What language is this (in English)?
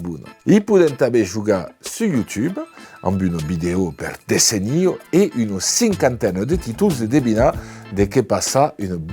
Occitan